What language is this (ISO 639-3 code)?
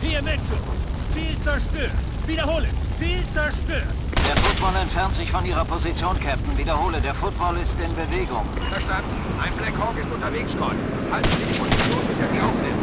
bar